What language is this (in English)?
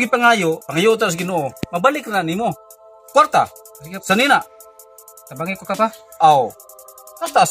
Cebuano